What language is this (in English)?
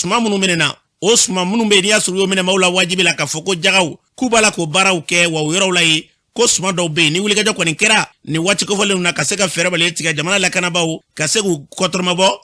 Bambara